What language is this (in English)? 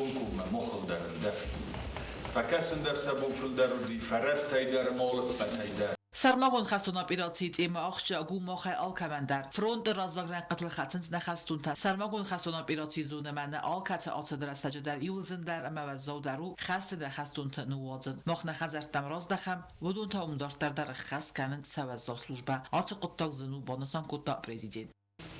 Ossetic